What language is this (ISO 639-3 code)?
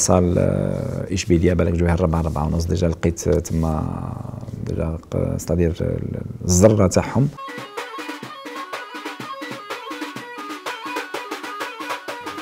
arq